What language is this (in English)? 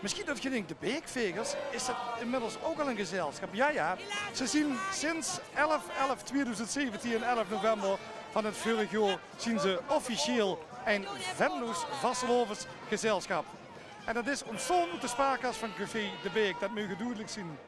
Limburgish